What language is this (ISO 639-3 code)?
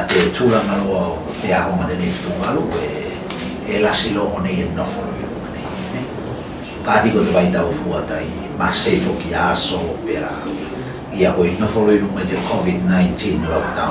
tvl